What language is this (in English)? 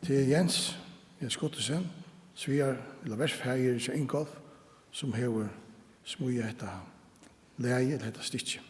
Faroese